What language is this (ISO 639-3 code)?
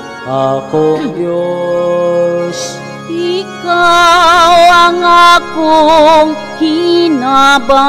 ceb